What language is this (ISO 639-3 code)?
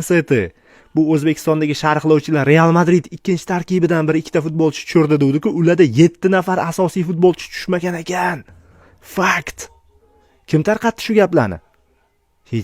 uzb